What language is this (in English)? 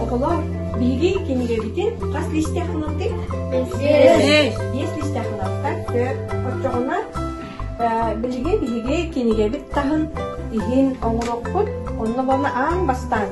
Yakut